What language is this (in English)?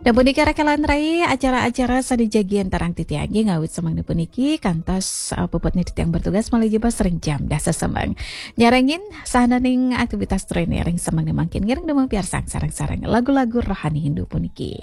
Balinese